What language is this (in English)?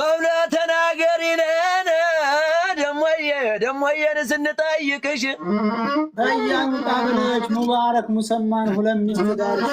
Amharic